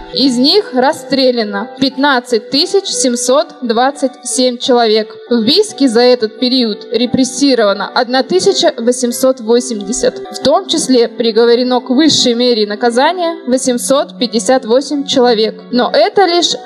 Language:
Russian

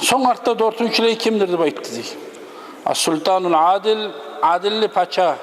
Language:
Kumyk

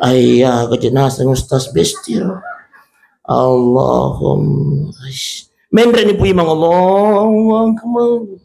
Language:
Buginese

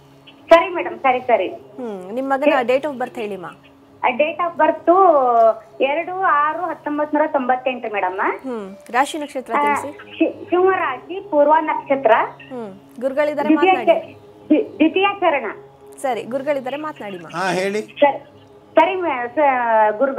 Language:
Kannada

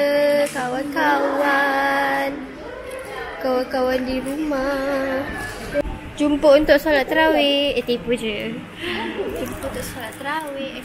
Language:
Malay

